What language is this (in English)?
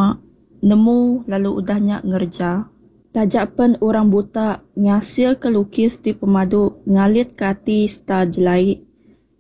Iban